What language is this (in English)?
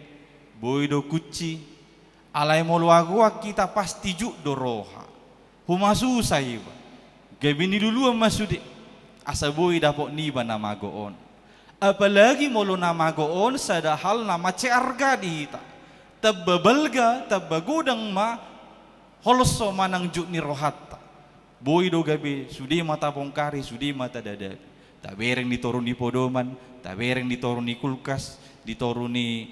Batak Toba